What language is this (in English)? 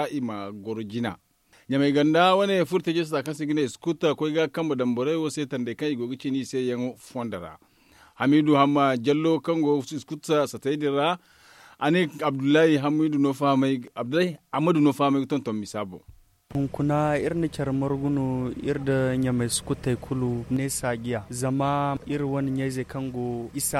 Zarma